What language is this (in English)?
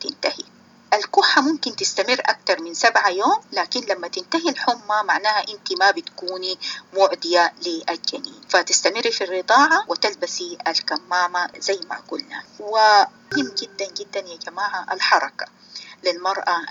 Sudanese Arabic